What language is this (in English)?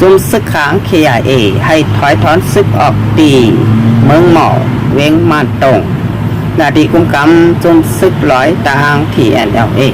Shan